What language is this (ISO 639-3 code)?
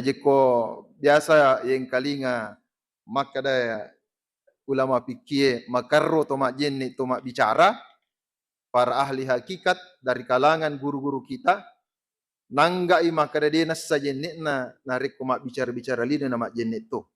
bug